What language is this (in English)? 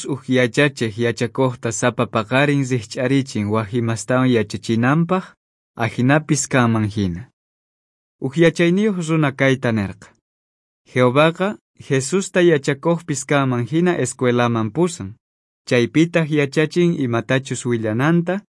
South Bolivian Quechua